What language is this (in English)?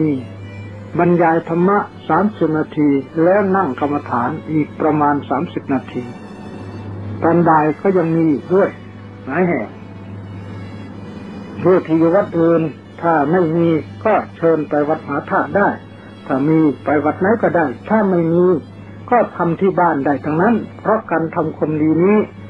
Thai